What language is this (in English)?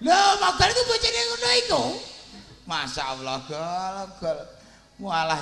Javanese